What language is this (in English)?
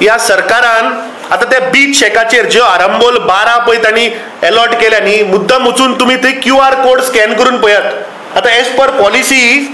Konkani